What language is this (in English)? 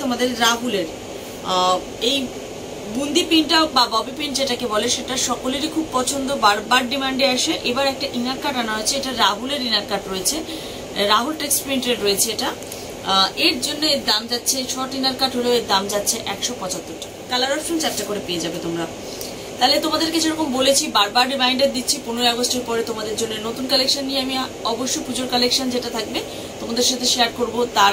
Bangla